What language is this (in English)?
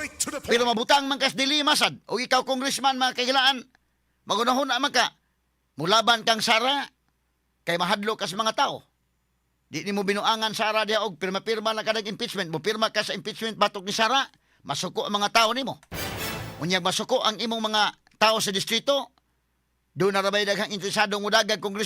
Cebuano